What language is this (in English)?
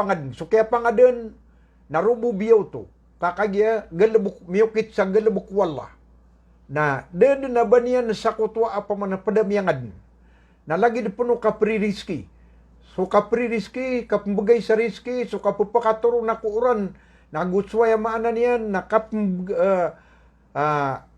Maranao